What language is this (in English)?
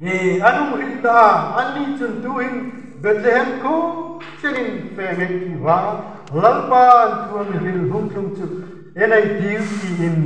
Hmar